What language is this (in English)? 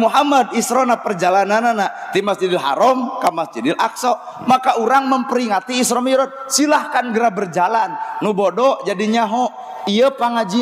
Sundanese